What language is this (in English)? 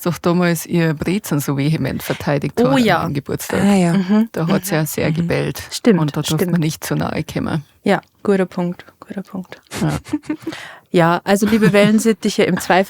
Bavarian